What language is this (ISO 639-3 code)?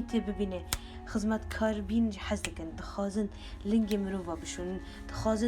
kur